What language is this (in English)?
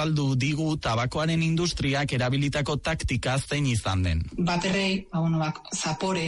Basque